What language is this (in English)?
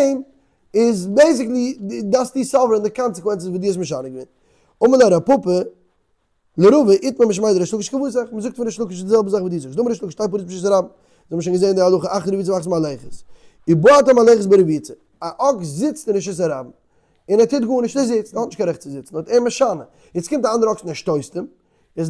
Yiddish